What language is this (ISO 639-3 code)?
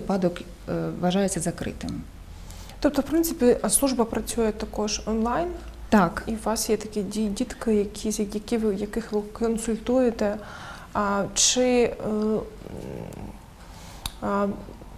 ukr